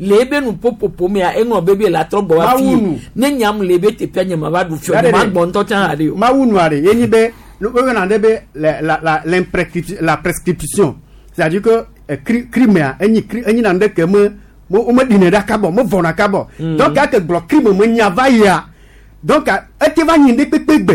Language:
Gen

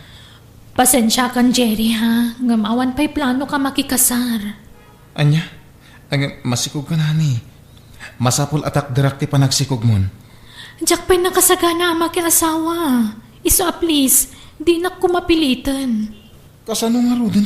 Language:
Iloko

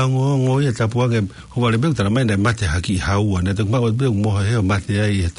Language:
Tongan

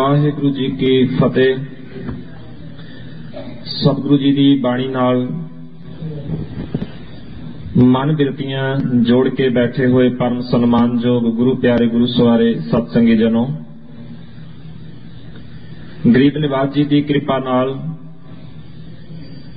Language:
Punjabi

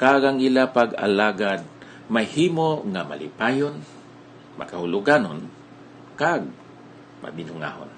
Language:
Hiligaynon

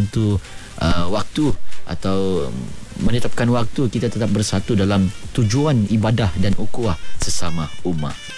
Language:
Malay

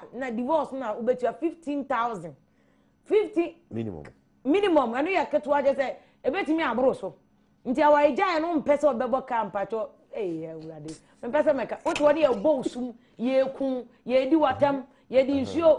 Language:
Akan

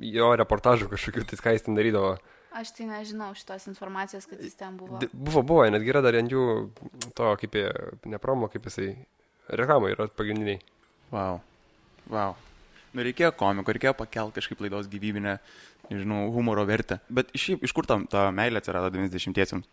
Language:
Lithuanian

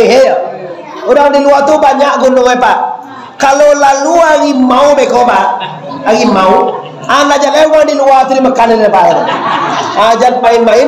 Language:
Minangkabau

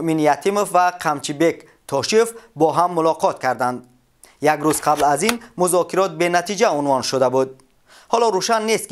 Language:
Tajik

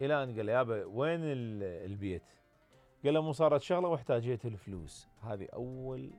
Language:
Mesopotamian Arabic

